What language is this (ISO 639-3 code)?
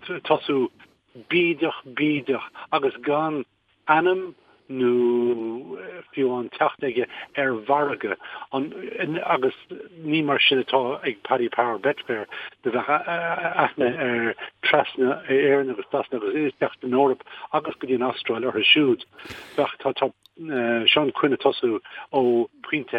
gle